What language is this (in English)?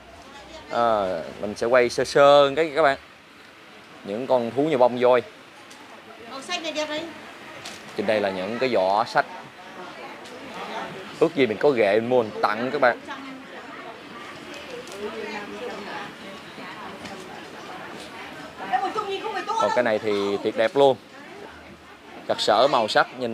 Vietnamese